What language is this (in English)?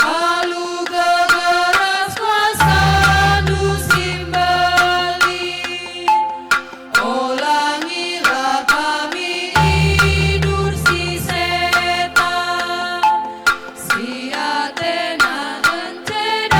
Batak Karo